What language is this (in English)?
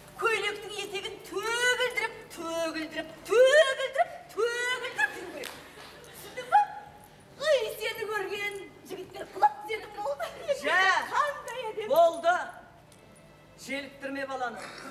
Kazakh